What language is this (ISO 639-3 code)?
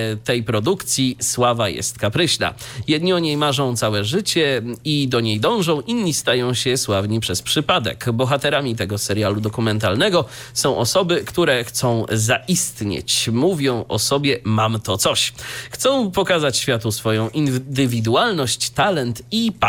pol